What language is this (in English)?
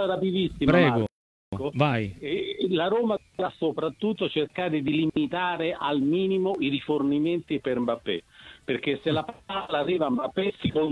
Italian